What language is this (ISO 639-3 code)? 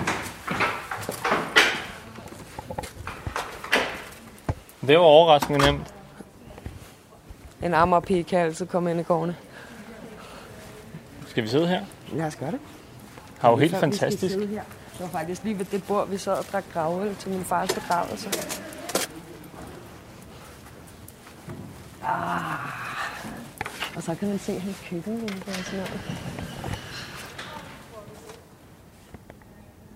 dan